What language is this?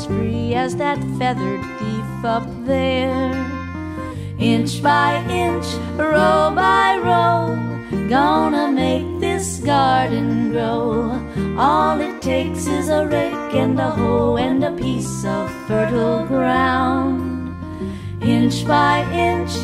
English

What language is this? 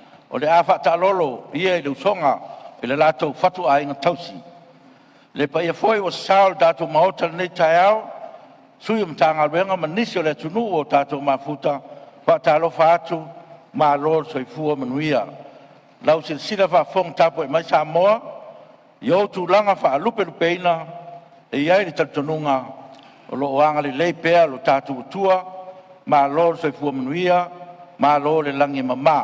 Samoan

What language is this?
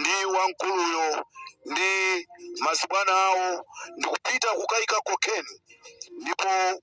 Nyanja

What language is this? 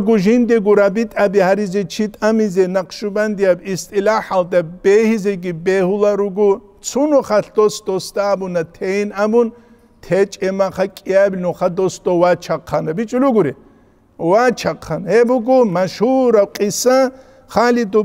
Avaric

